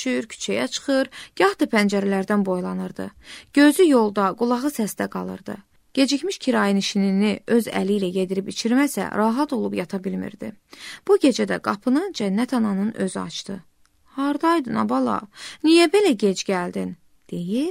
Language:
Azerbaijani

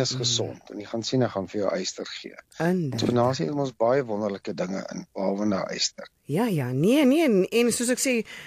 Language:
Afrikaans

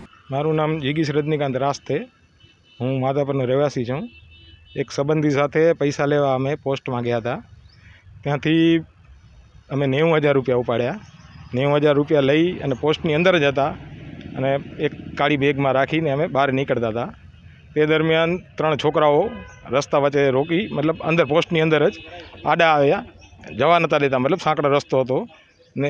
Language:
Gujarati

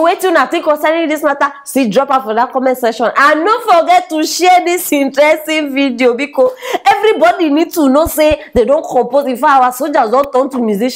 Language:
Nigerian Pidgin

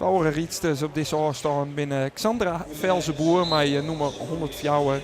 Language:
Western Frisian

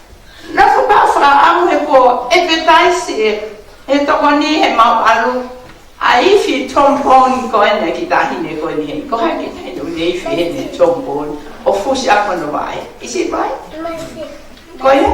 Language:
Tongan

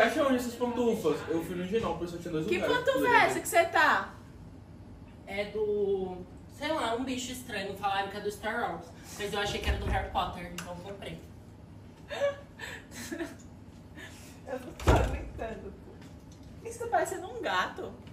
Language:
Portuguese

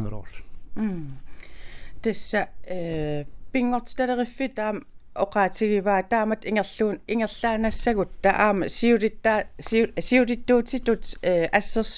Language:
Kalaallisut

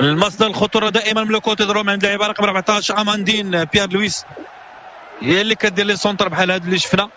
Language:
Moroccan Arabic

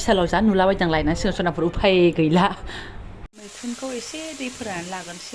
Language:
Bodo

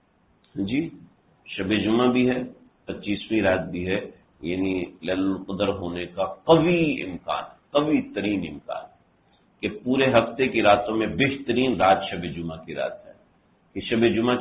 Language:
Urdu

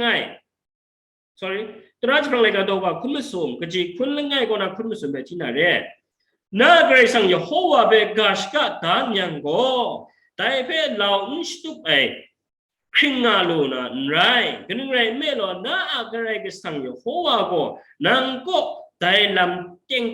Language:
Kachin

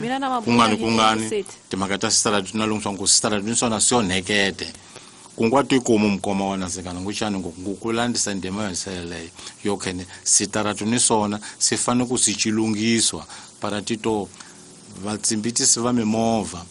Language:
Tsonga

